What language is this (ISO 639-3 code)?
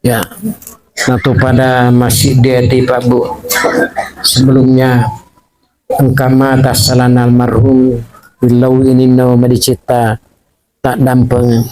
bug